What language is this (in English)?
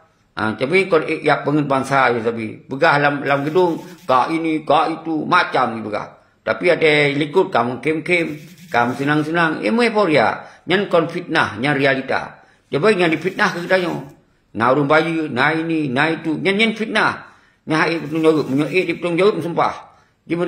Achinese